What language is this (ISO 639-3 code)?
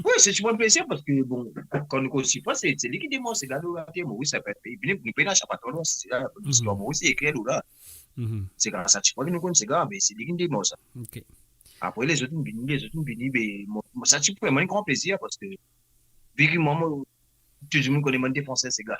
mfe